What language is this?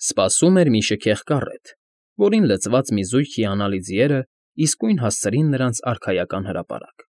Armenian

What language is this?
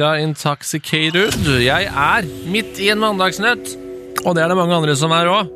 Norwegian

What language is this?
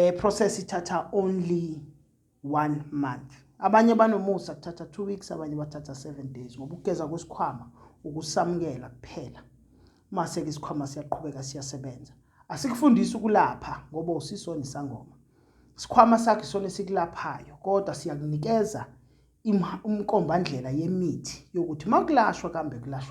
Zulu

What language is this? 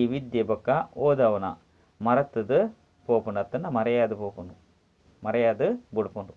Tulu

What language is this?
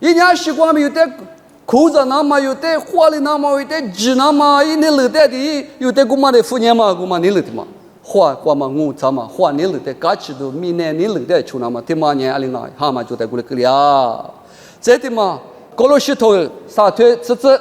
Lisu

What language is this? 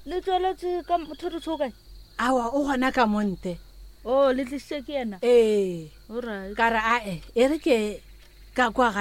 Northern Sotho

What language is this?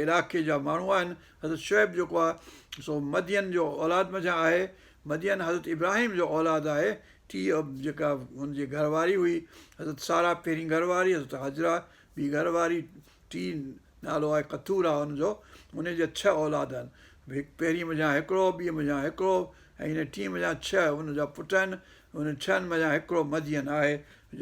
Sindhi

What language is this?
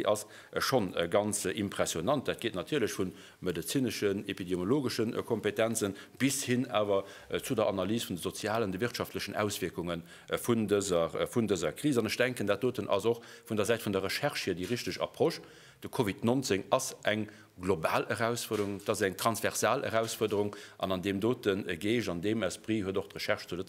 Luxembourgish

